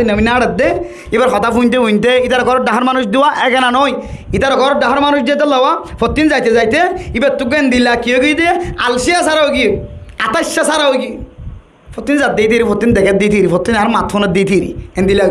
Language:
Rohingya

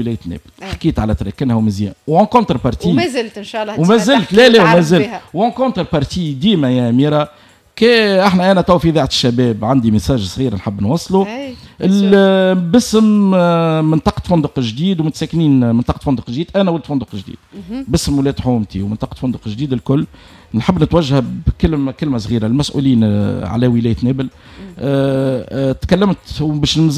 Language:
Tunisian Arabic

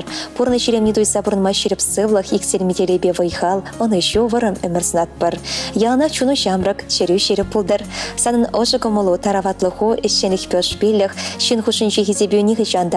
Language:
Chuvash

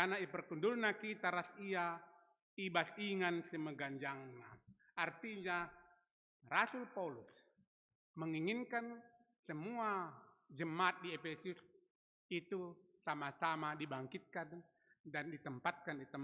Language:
Batak Karo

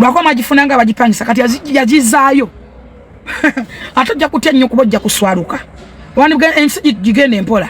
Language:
Ganda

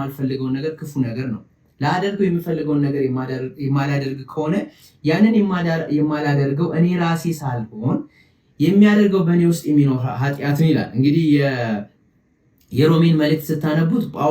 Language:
Amharic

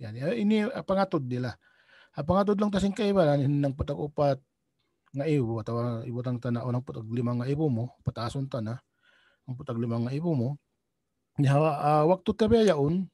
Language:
Tausug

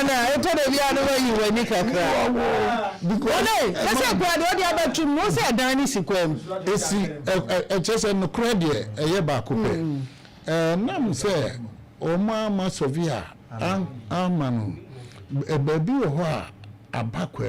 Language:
Akan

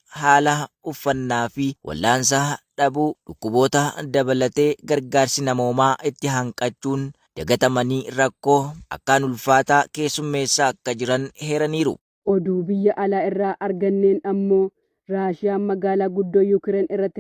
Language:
Oromo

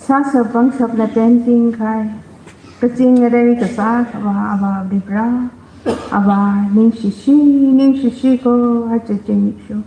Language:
Tangkhul Naga (India)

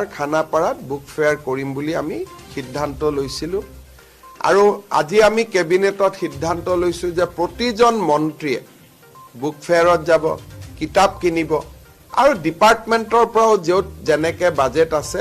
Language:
Assamese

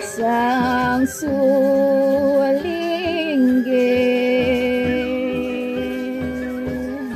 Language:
Balinese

